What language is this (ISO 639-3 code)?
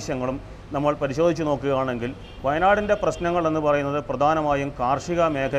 mal